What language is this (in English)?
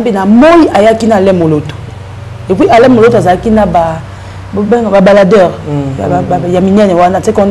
Lingala